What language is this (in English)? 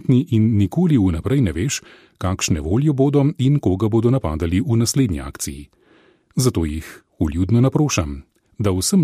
Slovenian